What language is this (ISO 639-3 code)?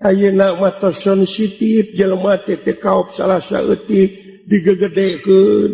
sun